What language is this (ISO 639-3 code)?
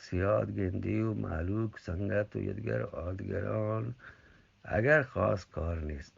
bgp